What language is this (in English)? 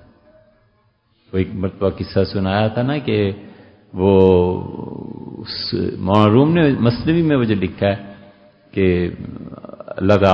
Urdu